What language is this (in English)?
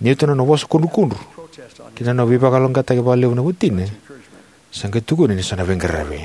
Fijian